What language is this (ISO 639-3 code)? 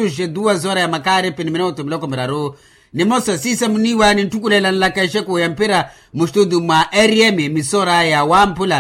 vmw